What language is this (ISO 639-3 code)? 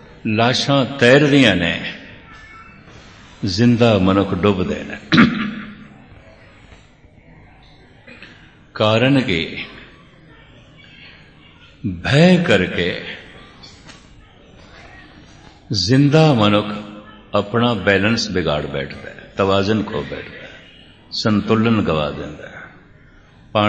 pan